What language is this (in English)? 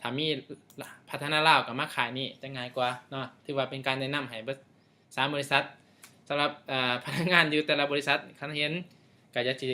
Lao